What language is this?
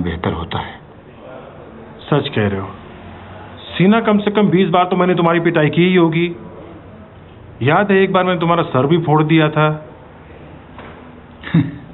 Hindi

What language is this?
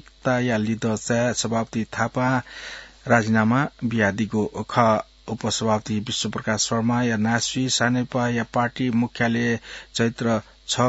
Newari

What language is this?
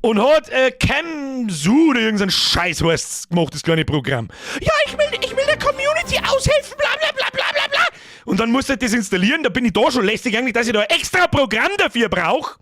Bavarian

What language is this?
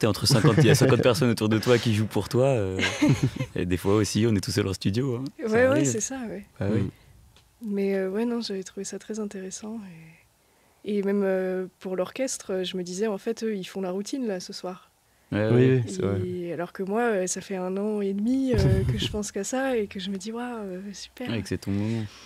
French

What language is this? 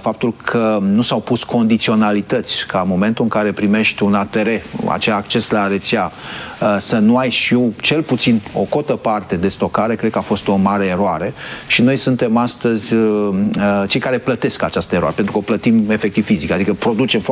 Romanian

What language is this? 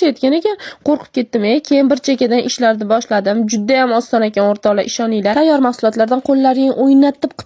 Uzbek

